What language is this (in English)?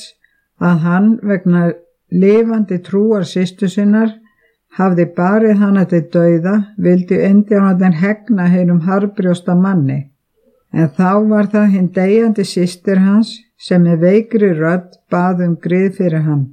Icelandic